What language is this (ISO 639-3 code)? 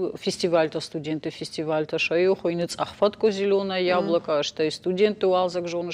oss